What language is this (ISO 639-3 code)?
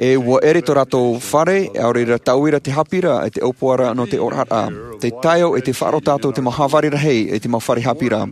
tah